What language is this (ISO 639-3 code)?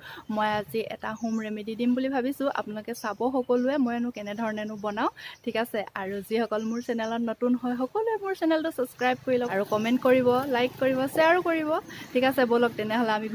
asm